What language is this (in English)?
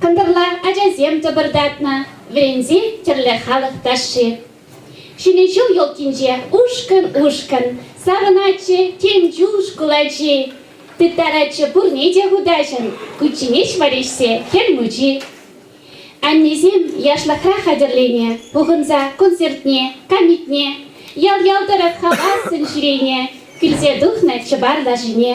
Chuvash